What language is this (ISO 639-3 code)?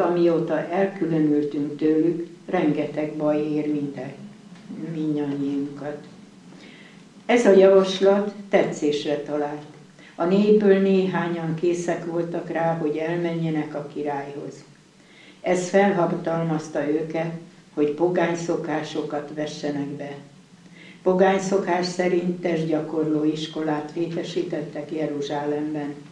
hun